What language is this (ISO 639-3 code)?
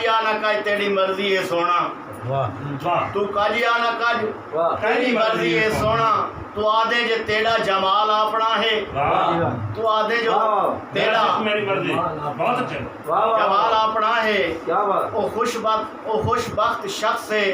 skr